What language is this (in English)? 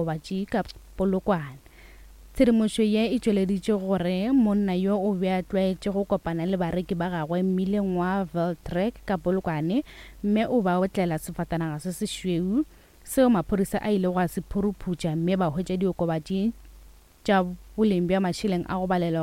Northern Sotho